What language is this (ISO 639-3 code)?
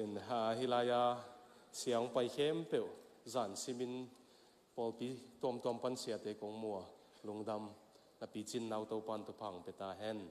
ctd